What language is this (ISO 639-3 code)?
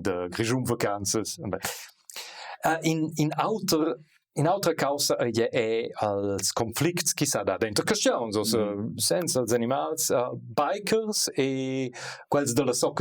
roh